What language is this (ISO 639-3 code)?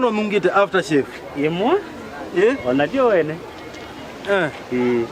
kam